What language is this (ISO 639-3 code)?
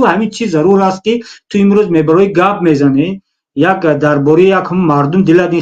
tgk